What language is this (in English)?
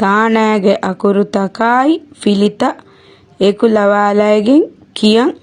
Divehi